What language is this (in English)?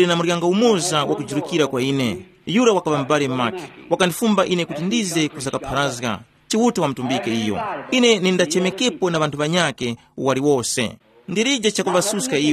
Tumbuka